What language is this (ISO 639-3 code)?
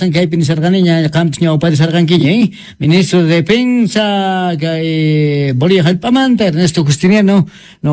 quh